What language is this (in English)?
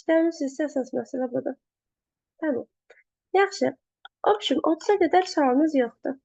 Azerbaijani